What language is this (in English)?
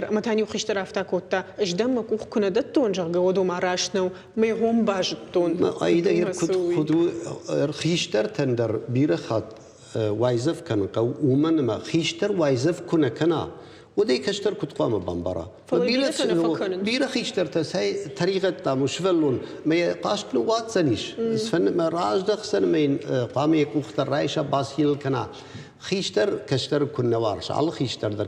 Ossetic